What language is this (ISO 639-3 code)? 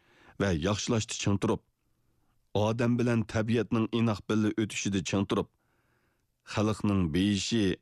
uig